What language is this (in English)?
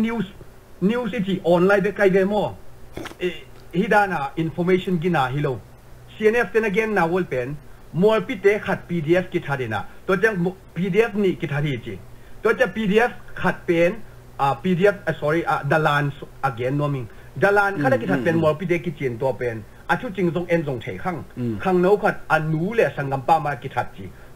Tedim Chin